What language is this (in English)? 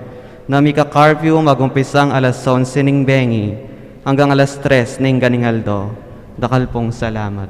Pampanga